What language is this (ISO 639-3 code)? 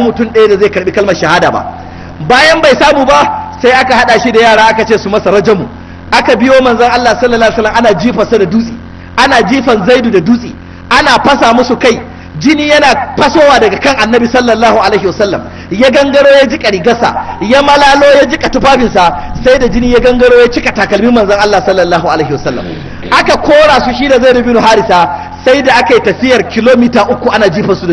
hau